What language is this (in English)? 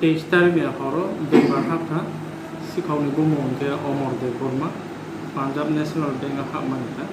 Kok Borok